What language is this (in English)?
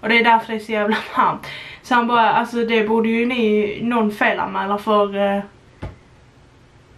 Swedish